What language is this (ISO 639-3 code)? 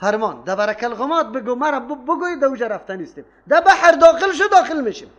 fas